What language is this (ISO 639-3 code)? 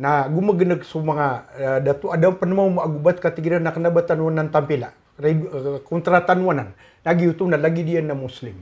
mrw